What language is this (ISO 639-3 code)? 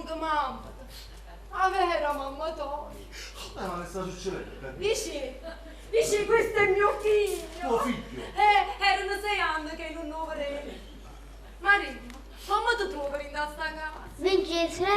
nap